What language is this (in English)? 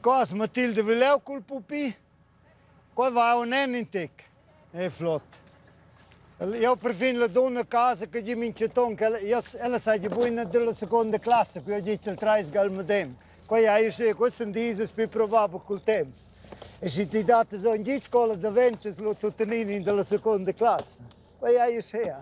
Romansh